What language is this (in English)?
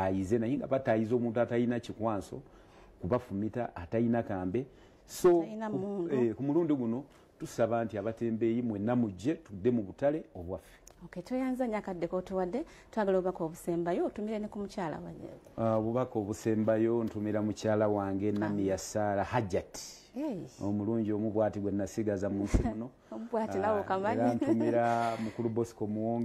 Ganda